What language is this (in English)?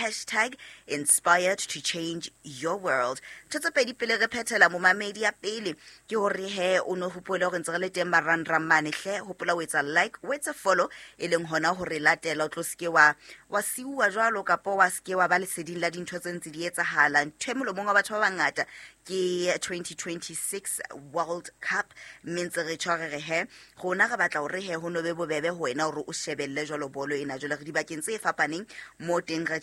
Southern Sotho